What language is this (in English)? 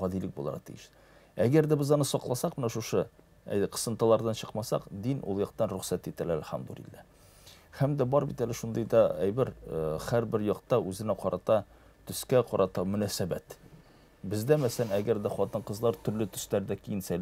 Tatar